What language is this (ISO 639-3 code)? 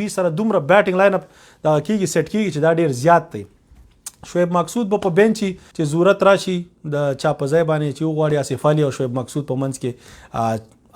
pus